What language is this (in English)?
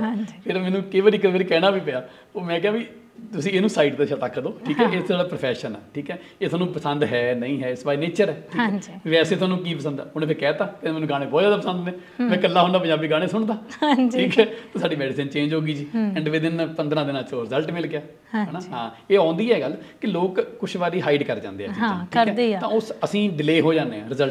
Punjabi